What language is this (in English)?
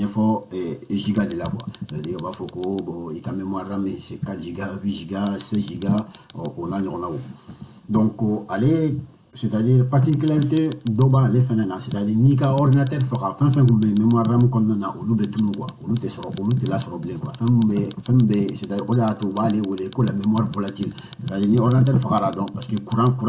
Bambara